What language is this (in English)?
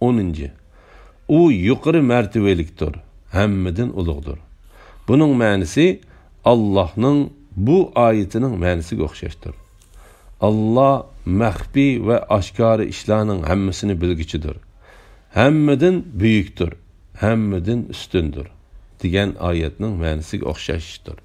Uyghur